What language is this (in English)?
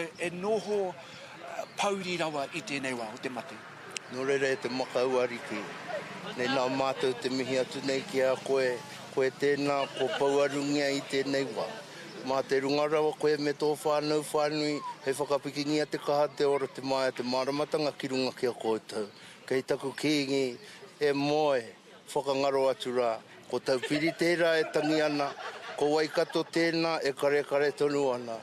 Māori